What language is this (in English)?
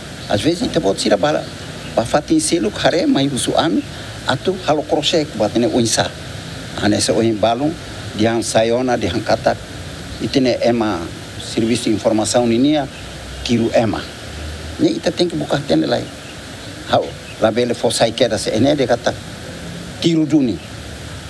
Tetum